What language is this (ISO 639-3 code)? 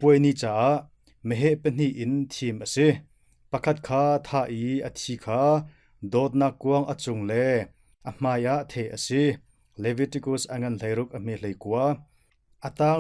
cnh